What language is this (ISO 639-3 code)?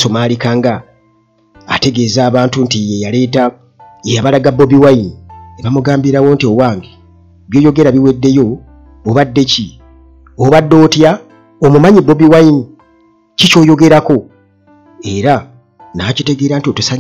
lug